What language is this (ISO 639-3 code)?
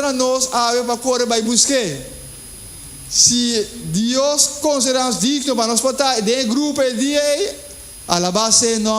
pap